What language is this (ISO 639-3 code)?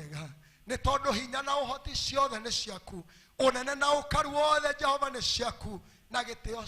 kik